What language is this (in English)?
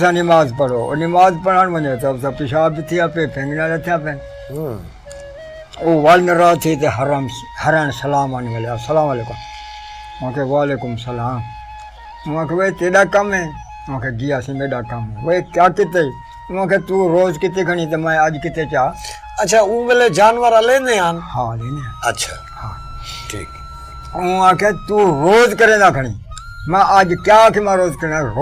Saraiki